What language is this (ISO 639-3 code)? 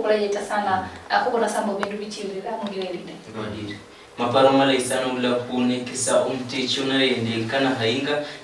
luy